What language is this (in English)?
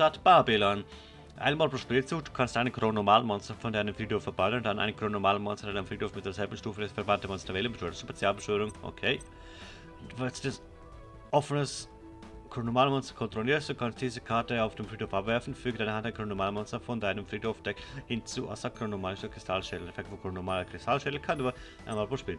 Swiss German